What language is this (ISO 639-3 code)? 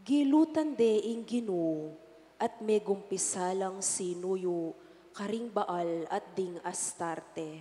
pam